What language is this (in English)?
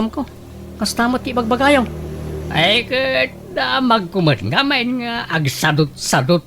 Iloko